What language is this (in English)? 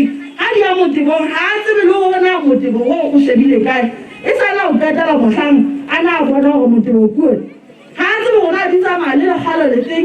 Southern Sotho